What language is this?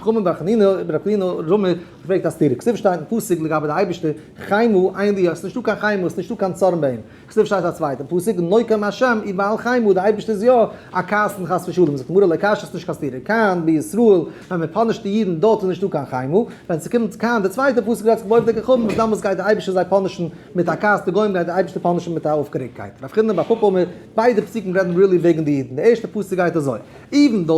Yiddish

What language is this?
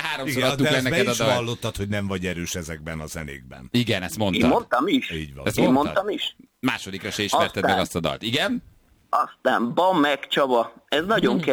Hungarian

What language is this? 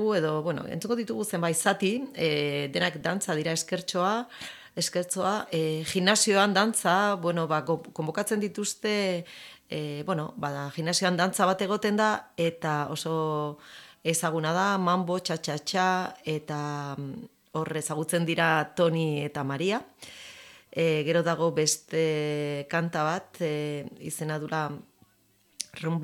Basque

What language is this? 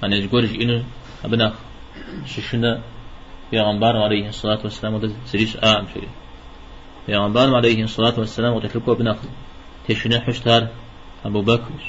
Kabardian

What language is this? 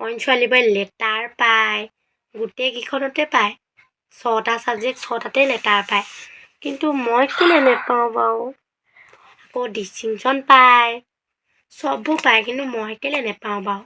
Assamese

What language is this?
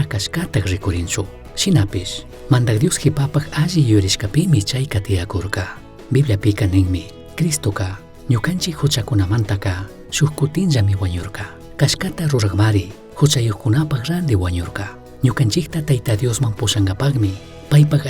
Chimborazo Highland Quichua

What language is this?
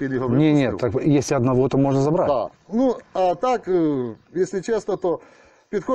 Ukrainian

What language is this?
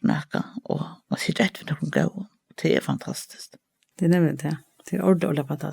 Faroese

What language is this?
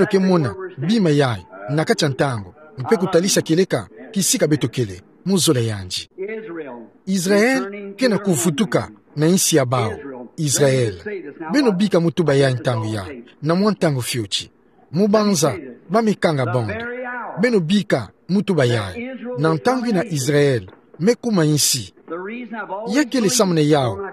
Kituba (Democratic Republic of Congo)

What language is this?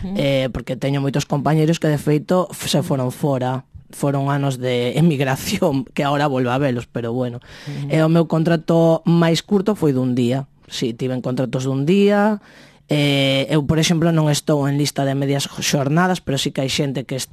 Galician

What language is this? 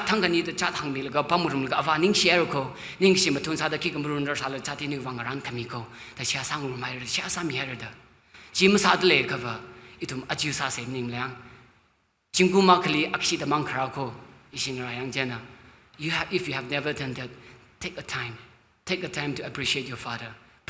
Tangkhul Naga (India)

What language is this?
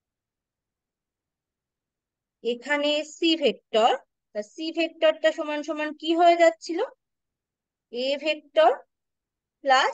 Bangla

